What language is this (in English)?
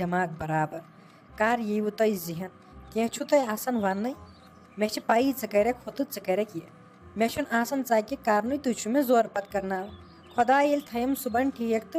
Kashmiri